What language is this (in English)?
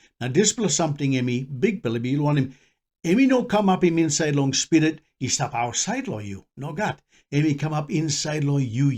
Tok Pisin